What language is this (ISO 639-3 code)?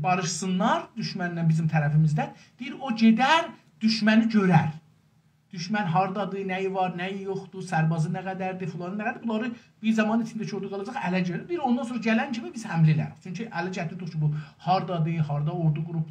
azb